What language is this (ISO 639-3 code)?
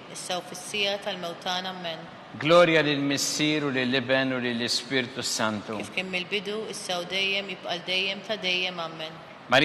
mlt